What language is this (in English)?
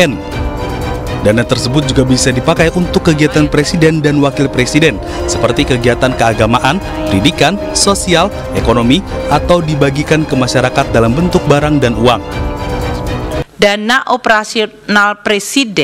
Indonesian